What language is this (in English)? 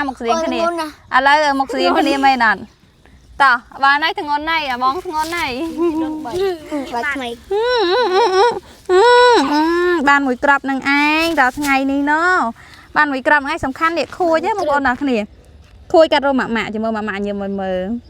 Khmer